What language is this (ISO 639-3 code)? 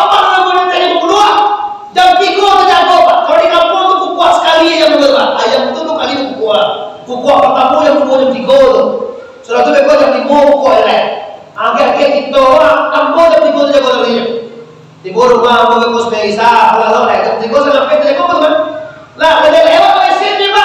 min